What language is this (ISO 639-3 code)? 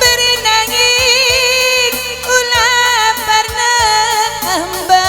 btx